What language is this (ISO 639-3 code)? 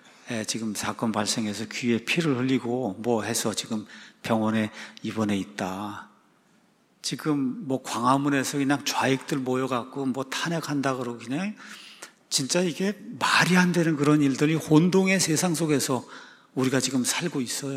kor